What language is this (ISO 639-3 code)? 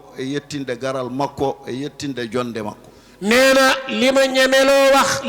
ful